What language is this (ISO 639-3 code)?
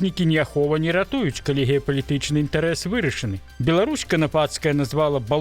bel